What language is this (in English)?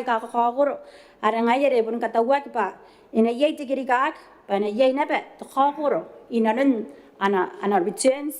Gilbertese